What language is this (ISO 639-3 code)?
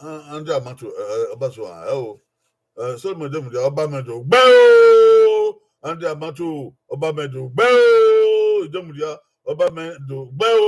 bin